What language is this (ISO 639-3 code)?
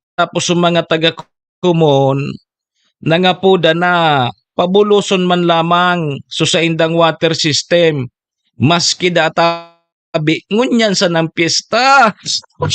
bik